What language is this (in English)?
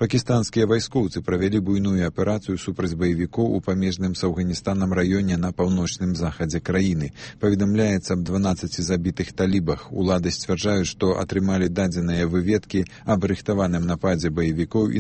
Belarusian